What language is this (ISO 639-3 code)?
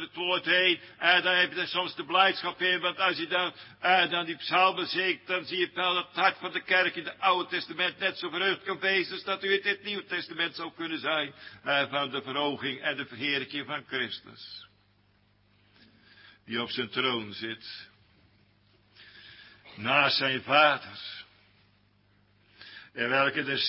nld